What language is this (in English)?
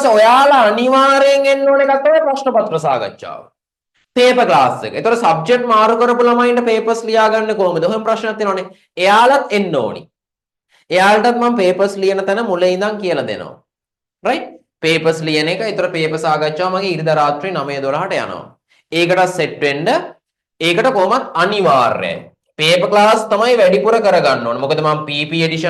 Sinhala